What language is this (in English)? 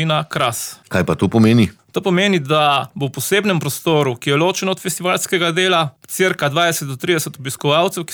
Slovenian